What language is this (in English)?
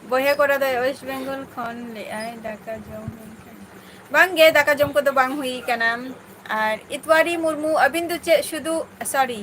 Santali